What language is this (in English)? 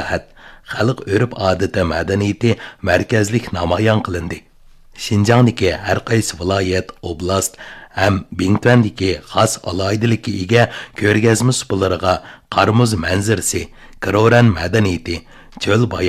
Uyghur